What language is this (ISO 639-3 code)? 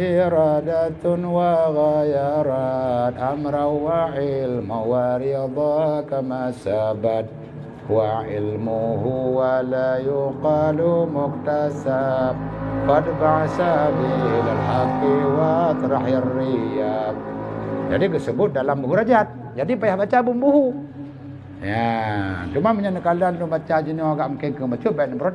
ace